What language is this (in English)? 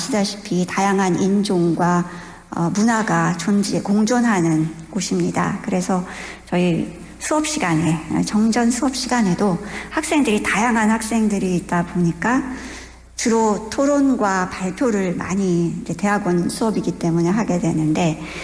Korean